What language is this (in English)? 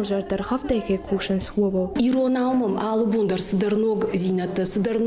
Ossetic